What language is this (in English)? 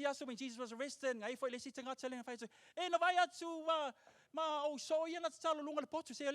Samoan